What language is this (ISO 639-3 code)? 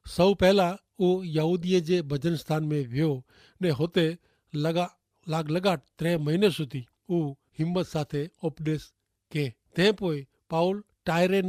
kfr